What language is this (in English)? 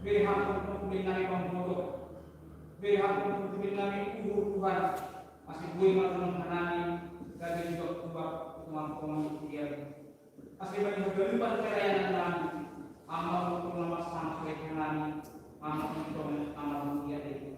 Batak Simalungun